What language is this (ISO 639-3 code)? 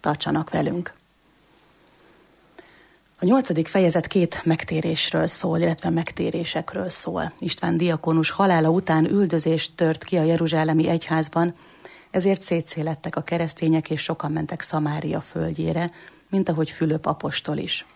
hun